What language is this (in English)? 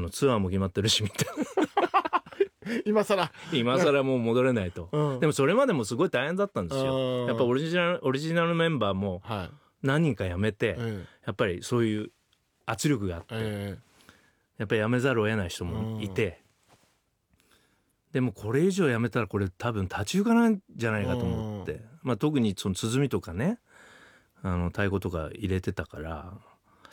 Japanese